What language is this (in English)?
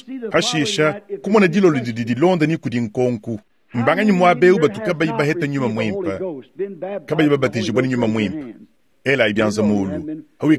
Luba-Lulua